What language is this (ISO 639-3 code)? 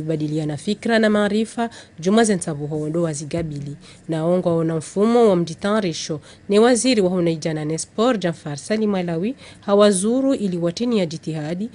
zdj